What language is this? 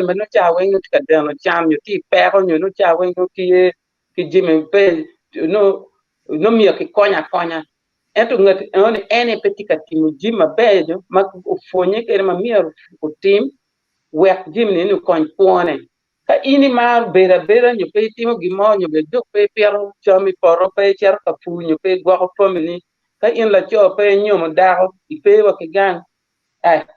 Acoli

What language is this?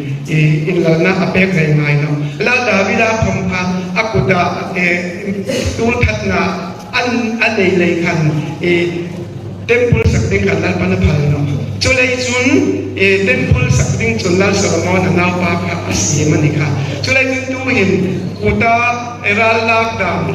Hmar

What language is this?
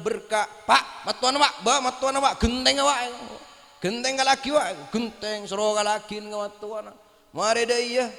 Madurese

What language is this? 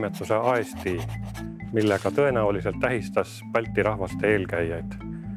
Estonian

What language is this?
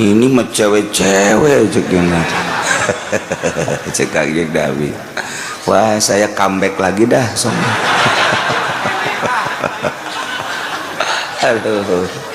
Sundanese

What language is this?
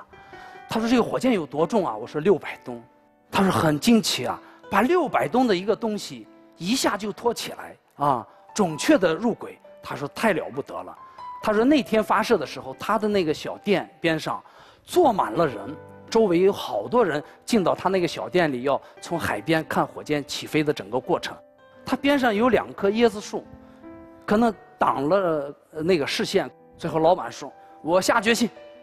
Chinese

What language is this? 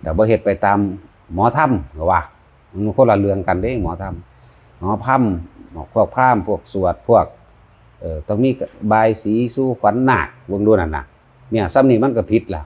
Northeastern Thai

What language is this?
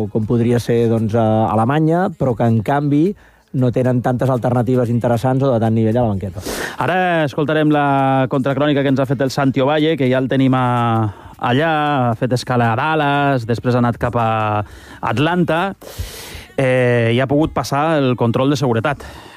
Catalan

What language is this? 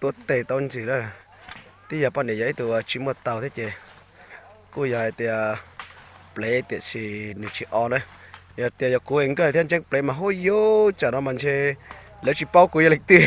Hmong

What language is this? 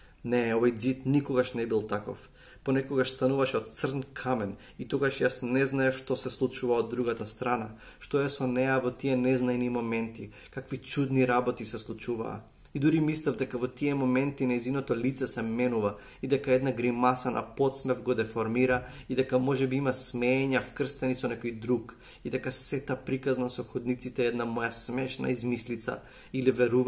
Macedonian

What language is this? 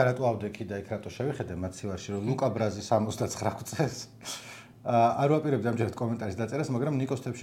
Georgian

